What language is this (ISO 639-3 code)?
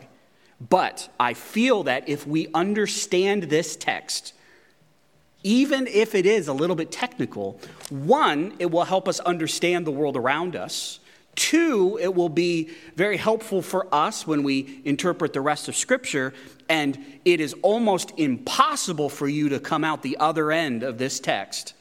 eng